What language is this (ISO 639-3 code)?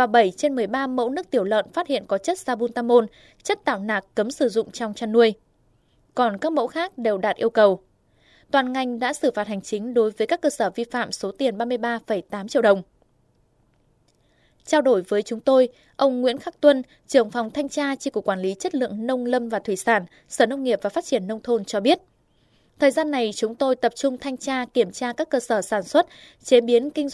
vie